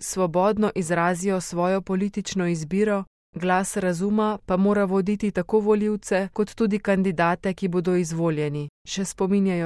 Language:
Slovenian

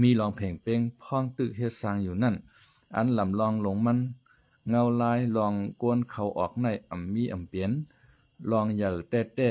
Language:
Lao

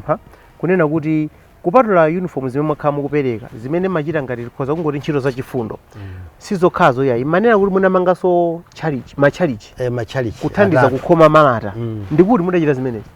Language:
Nyanja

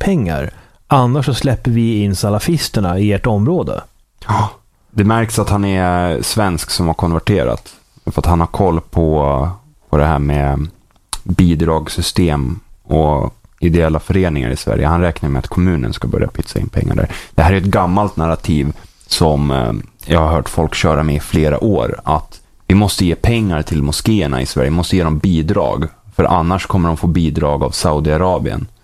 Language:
Swedish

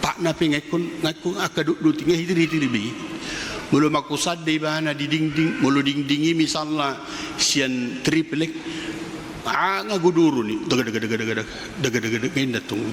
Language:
Batak Toba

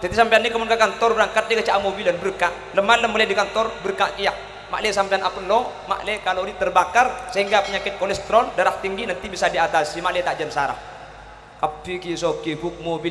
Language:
Madurese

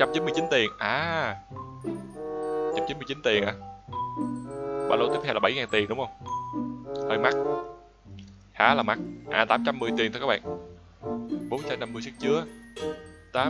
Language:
Vietnamese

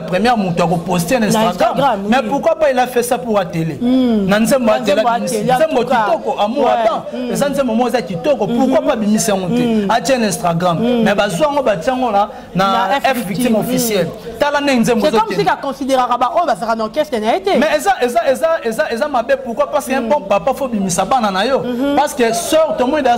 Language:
Lingala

